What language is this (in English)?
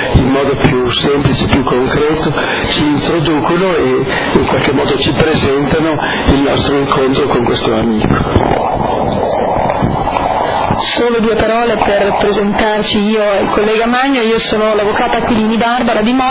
Italian